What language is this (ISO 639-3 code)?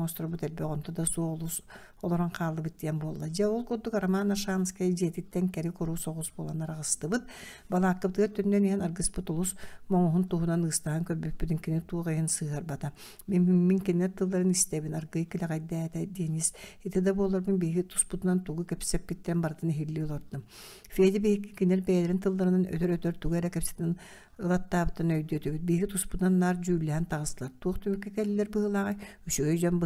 sah